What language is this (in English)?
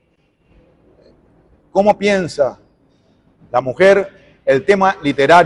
Spanish